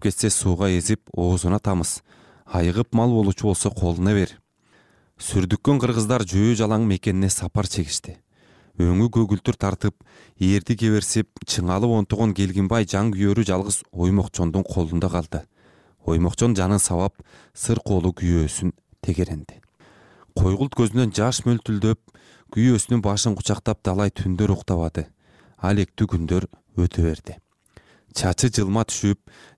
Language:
Kyrgyz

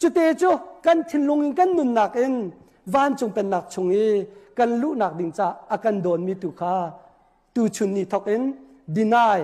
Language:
Hakha Chin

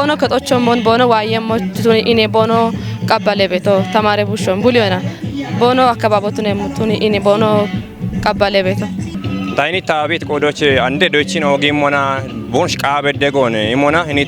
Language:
Kafa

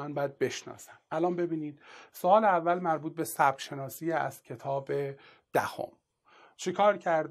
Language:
Persian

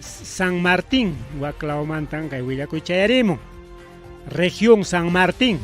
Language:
Ayacucho Quechua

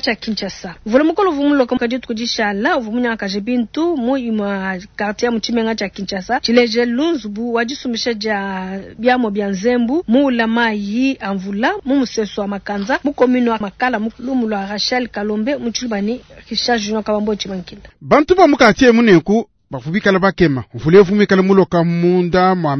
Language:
Luba-Lulua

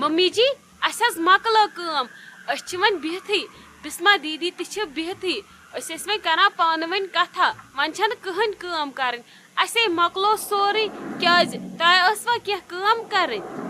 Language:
Kashmiri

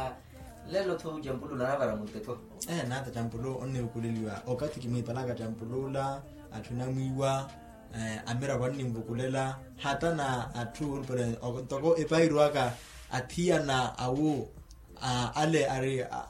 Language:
Makhuwa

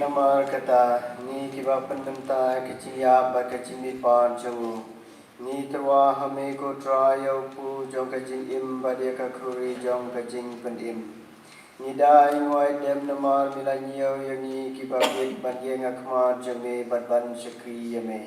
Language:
Khasi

